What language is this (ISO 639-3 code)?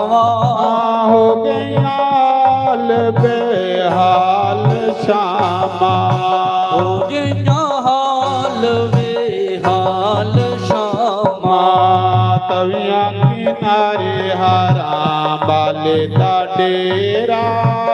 doi